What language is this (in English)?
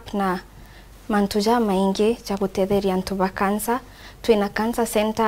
Meru